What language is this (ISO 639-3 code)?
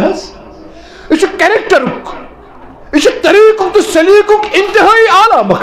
kas